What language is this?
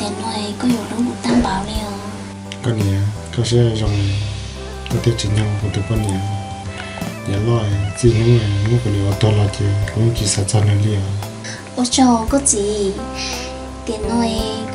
Vietnamese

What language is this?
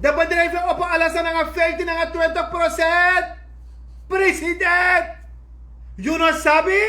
Sranan Tongo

